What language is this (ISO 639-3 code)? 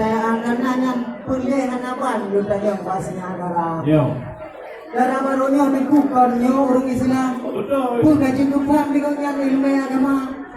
ace